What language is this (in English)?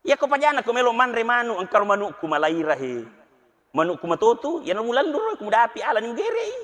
Buginese